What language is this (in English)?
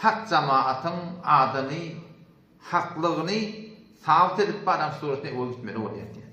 Turkmen